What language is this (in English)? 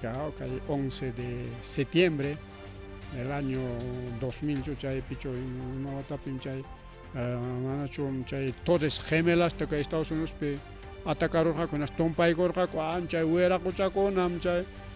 Ayacucho Quechua